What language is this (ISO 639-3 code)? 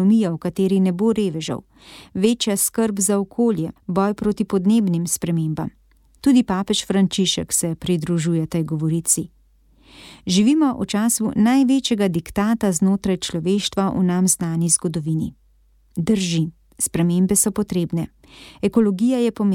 slv